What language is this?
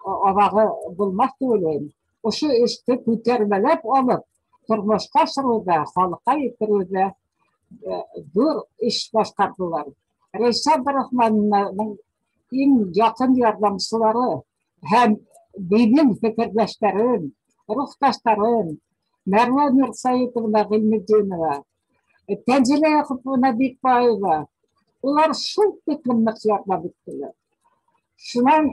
Bashkir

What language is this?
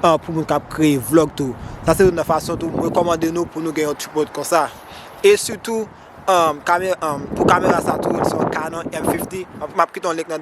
Haitian Creole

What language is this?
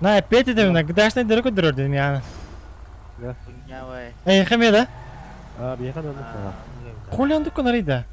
Yakut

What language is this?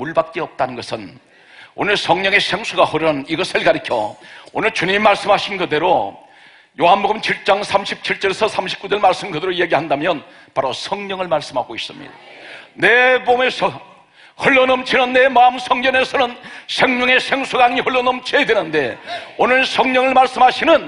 Korean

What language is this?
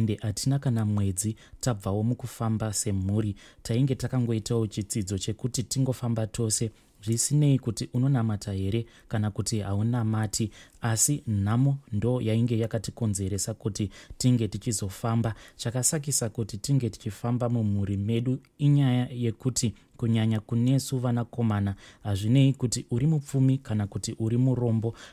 Shona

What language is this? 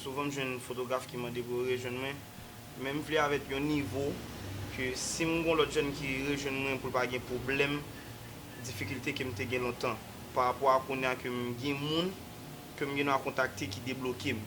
Haitian Creole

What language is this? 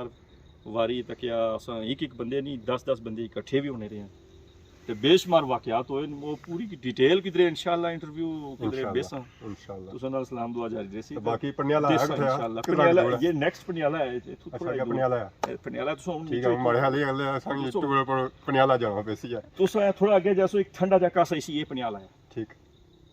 Pahari-Potwari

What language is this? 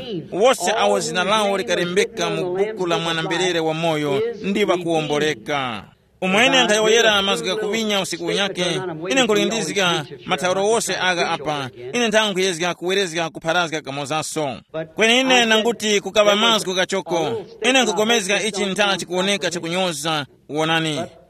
Tumbuka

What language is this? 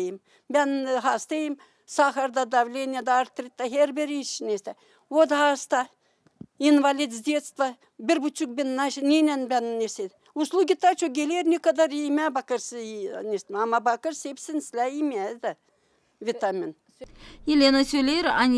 Gagauz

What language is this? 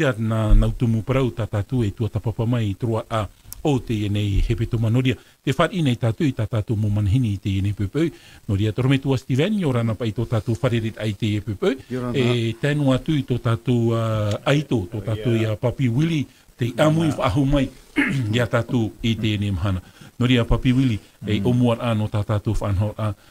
Tahitian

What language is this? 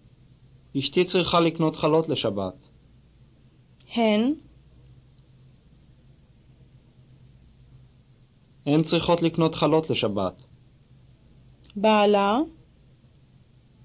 Hebrew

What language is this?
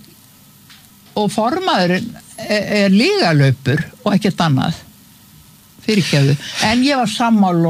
Icelandic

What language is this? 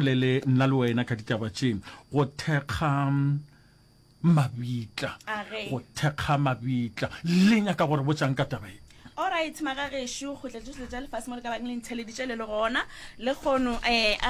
Northern Sotho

